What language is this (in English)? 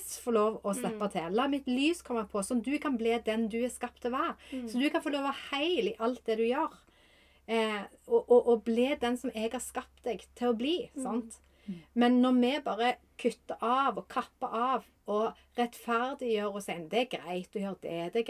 Norwegian